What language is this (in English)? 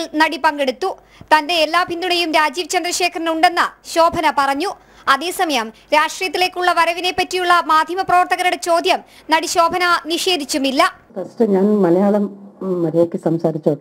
Malayalam